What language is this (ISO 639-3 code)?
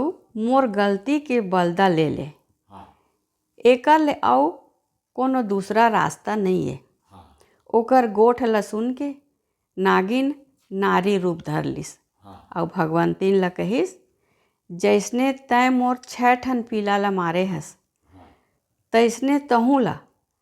hne